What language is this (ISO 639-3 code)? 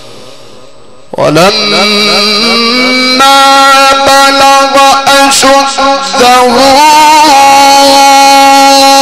ara